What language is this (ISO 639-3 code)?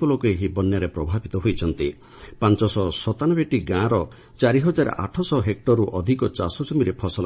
ori